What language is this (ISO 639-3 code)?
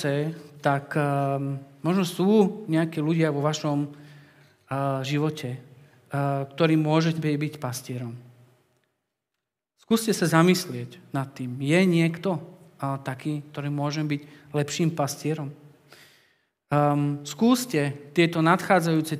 slk